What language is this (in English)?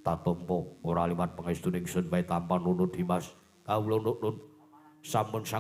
Javanese